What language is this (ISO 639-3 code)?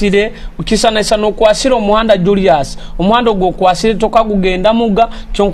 nyo